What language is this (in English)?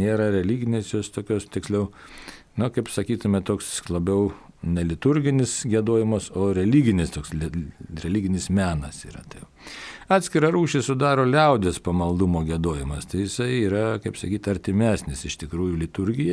Lithuanian